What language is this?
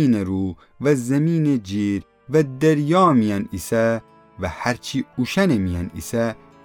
Gilaki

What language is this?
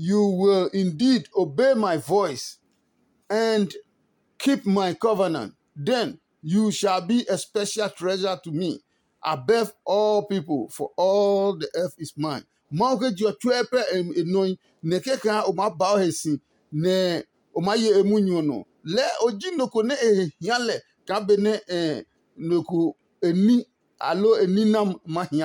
Adangme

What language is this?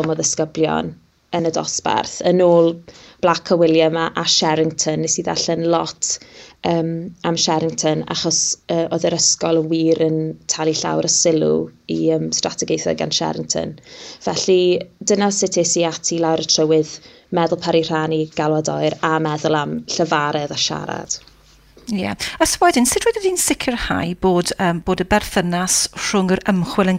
Welsh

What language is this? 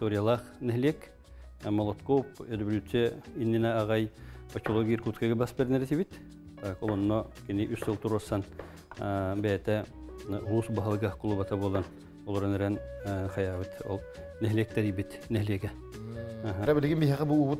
Yakut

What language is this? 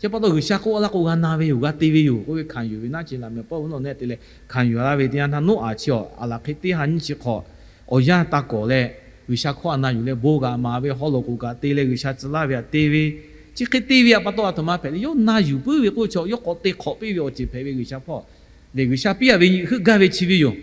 Lahu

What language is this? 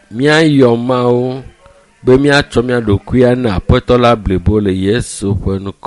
Ewe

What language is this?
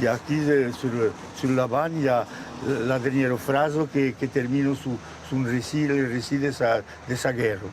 Occitan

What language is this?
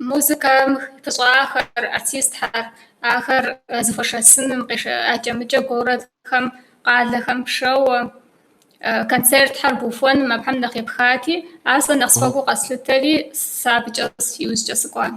Kabardian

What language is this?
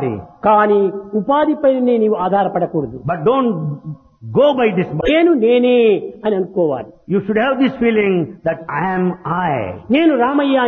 Telugu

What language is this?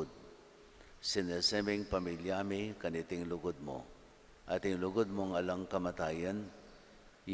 Pampanga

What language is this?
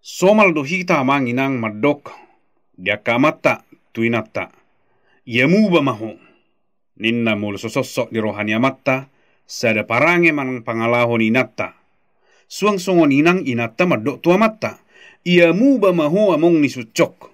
Batak Toba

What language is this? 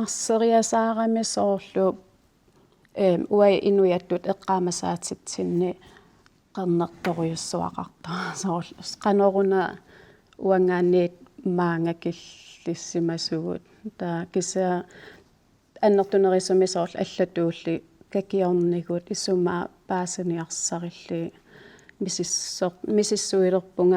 Kalaallisut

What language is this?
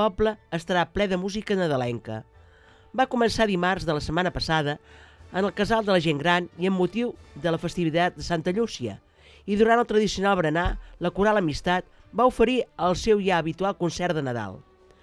Catalan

